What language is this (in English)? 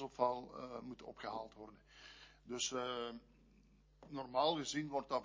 Dutch